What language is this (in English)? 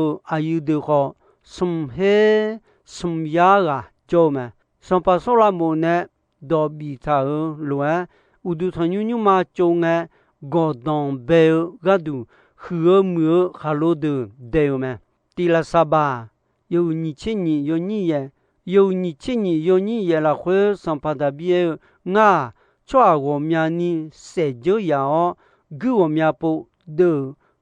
Akha